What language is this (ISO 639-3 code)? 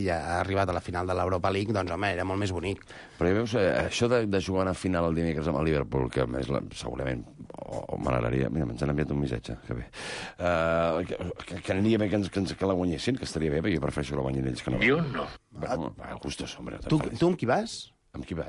cat